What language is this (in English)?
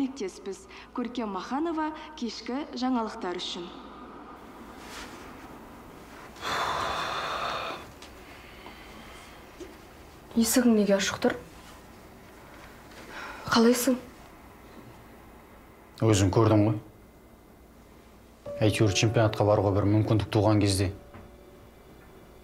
Kazakh